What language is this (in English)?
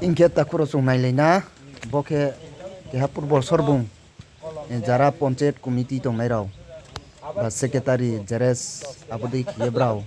Riang (India)